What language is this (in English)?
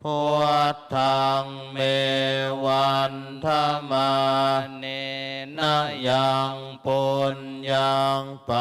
Pali